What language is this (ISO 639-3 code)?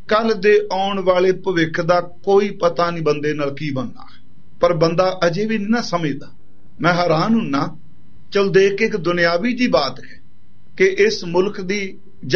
pan